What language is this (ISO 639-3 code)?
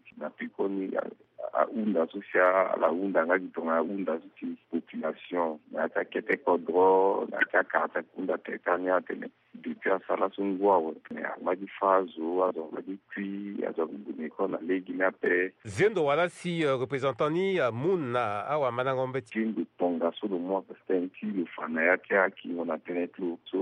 sag